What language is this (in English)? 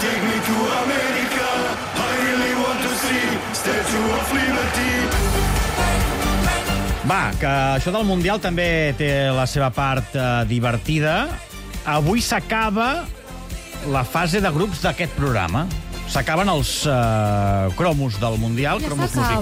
Catalan